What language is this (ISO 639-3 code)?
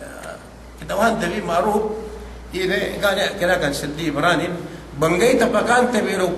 yka